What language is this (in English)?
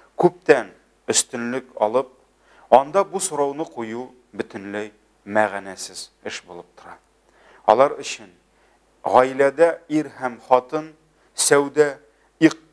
Tatar